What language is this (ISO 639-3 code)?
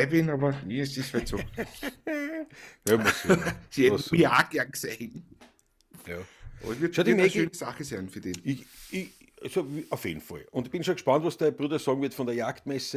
bar